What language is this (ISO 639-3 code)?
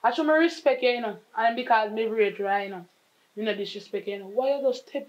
jam